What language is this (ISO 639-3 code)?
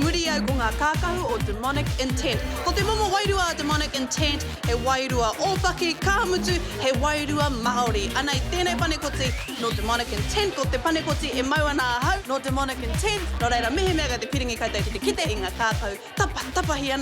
mri